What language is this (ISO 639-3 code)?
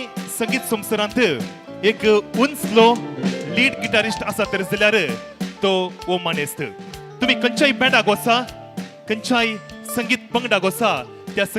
kok